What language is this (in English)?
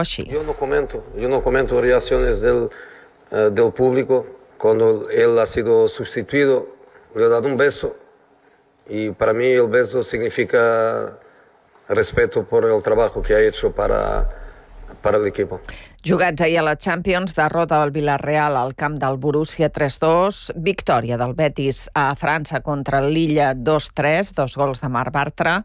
Catalan